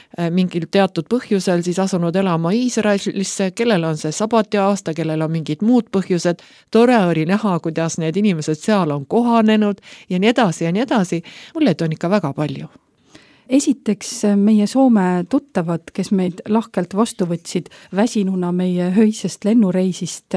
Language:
Estonian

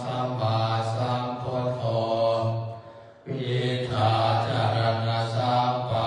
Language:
Pali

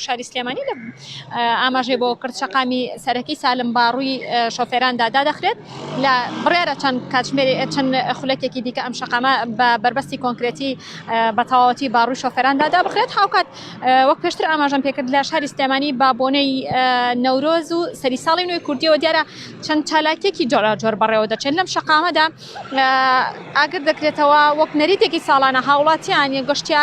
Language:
Central Kurdish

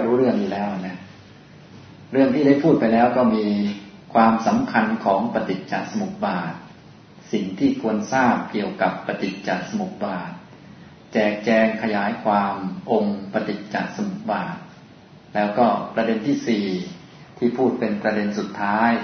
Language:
Thai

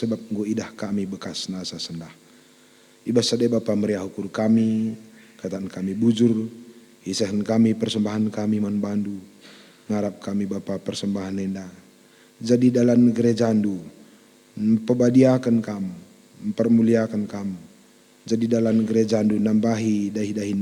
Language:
Batak Karo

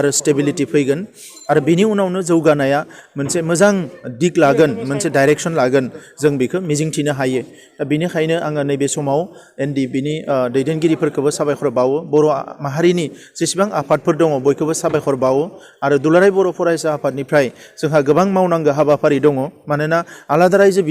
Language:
Bodo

